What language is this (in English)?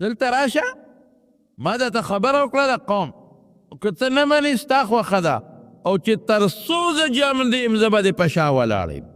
Pashto